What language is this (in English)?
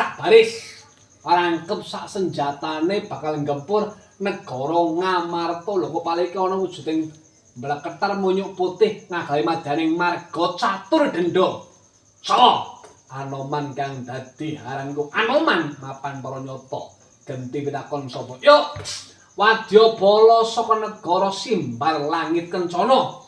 Javanese